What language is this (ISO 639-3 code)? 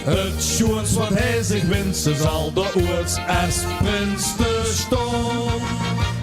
lim